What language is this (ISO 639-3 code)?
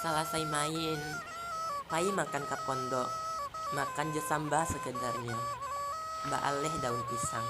min